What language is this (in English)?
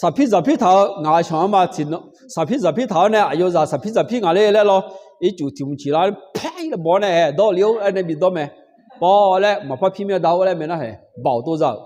Akha